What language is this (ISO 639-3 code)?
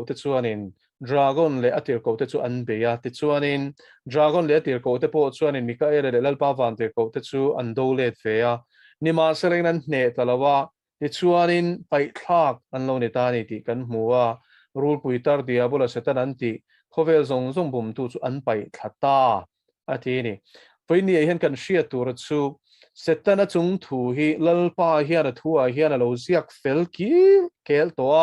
lus